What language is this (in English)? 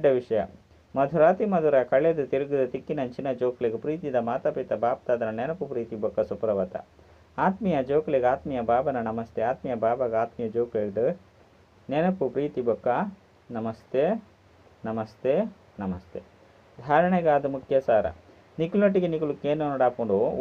Tulu